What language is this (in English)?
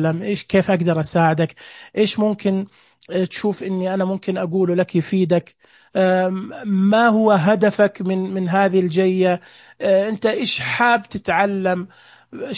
Najdi Arabic